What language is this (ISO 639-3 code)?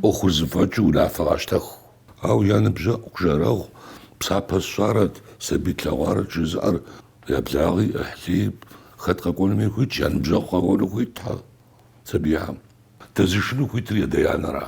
kbd